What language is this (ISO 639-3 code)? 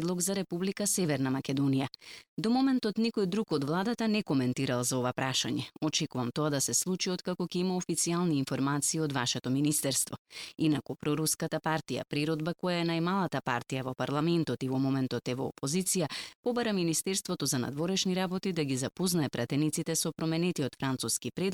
mkd